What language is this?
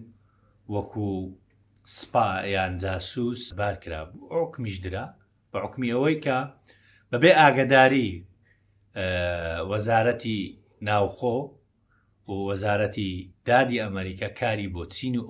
Central Kurdish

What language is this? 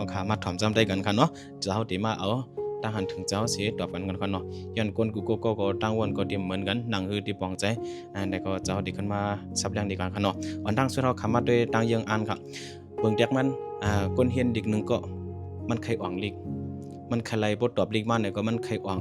Shan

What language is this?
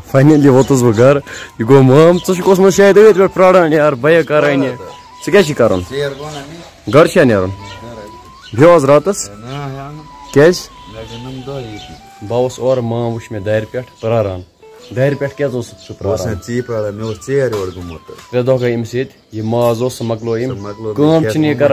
Kashmiri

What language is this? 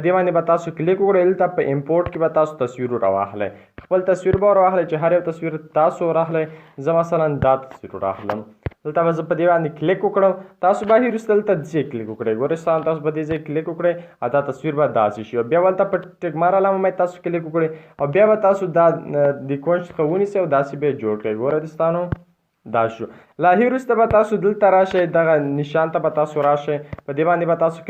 Pashto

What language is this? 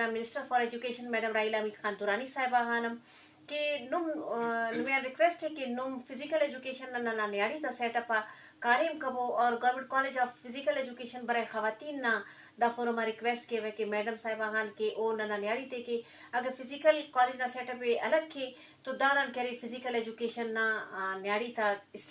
Eastern Balochi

